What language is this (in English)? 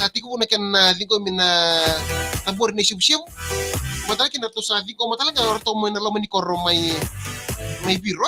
Fijian